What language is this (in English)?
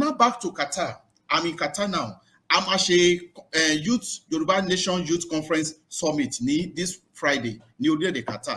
Yoruba